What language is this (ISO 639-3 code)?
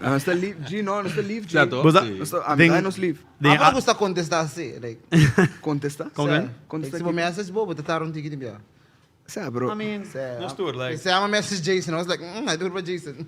pap